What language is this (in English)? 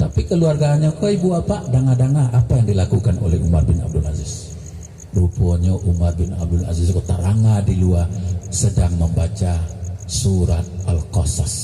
Minangkabau